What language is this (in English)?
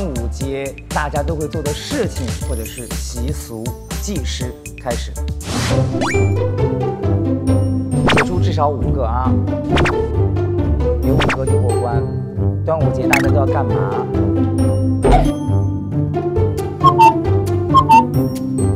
Chinese